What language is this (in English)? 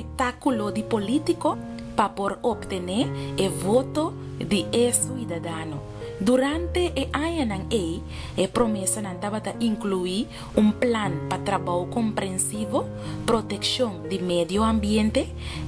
Papiamento